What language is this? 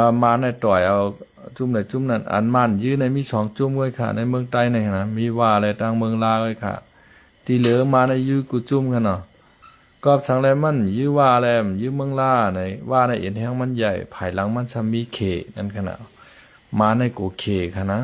Shan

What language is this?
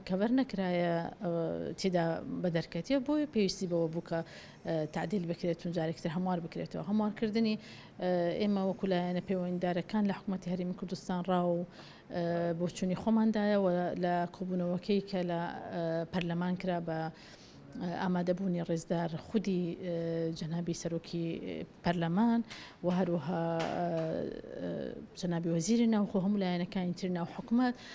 Central Kurdish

